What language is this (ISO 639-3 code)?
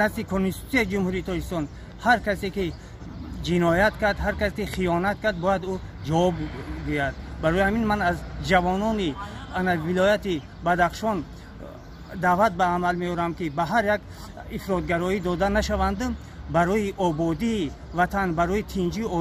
tgk